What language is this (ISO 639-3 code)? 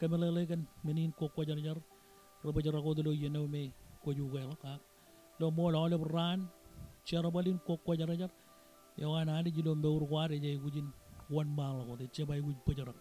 mah